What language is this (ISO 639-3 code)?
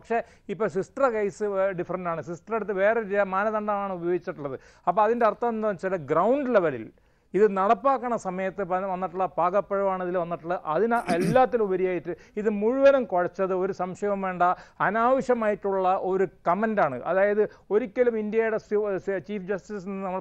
mal